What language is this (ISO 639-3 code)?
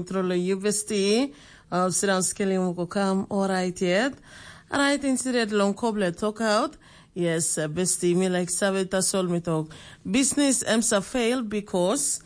tpi